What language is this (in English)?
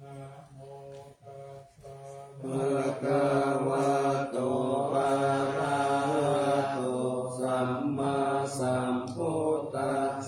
Pali